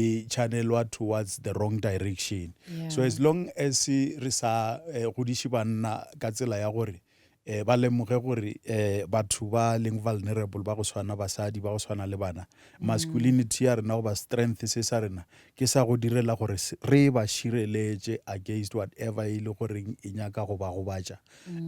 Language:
Northern Sotho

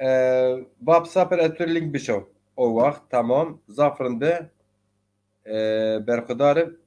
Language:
Zaza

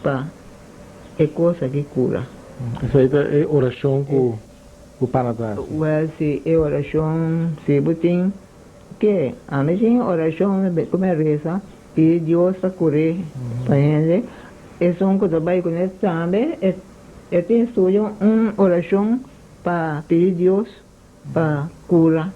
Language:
Papiamento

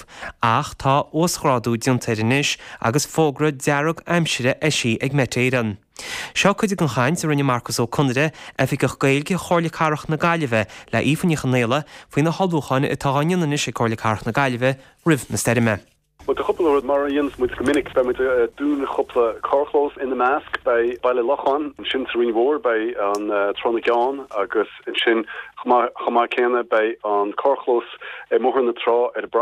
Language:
Irish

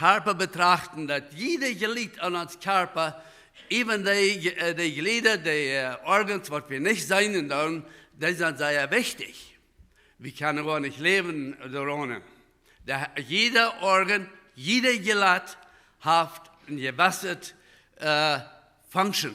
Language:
Plautdietsch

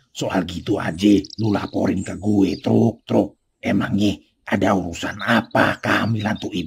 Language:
Betawi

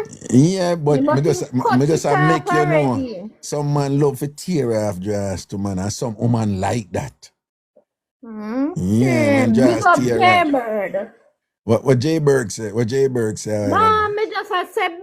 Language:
Jamaican Creole English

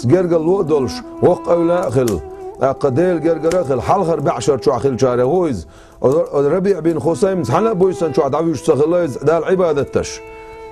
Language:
Chechen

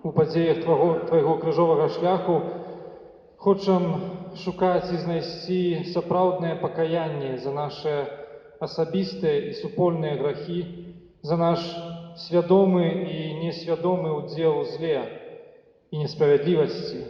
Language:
Belarusian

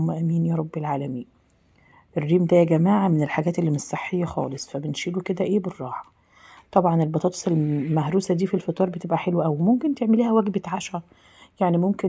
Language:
Egyptian Arabic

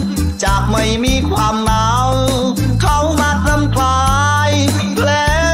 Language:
Thai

